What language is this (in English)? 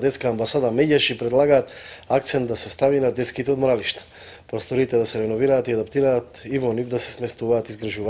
Macedonian